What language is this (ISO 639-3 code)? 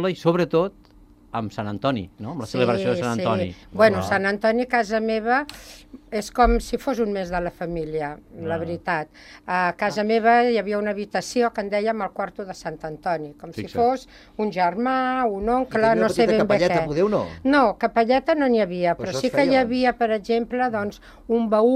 cat